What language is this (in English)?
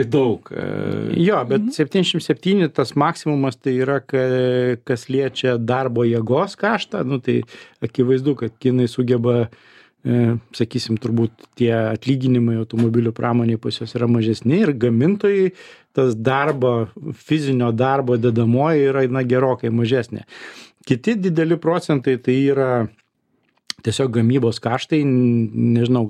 Lithuanian